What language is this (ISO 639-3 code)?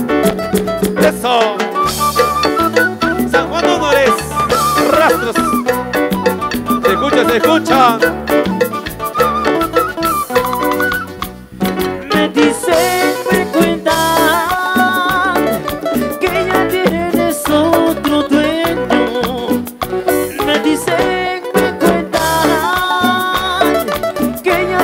spa